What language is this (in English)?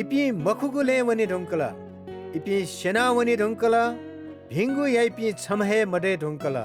Newari